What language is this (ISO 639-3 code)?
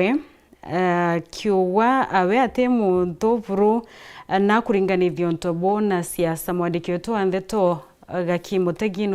mer